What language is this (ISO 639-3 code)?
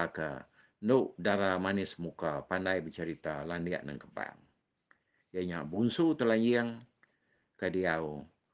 iba